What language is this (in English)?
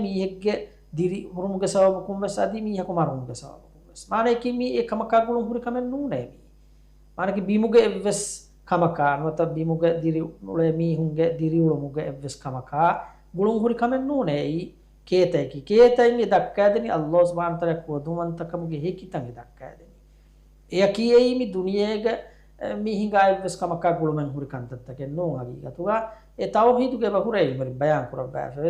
Divehi